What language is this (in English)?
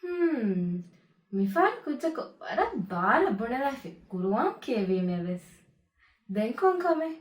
Divehi